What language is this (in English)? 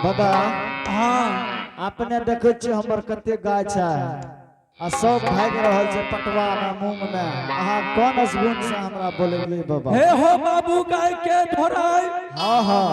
Angika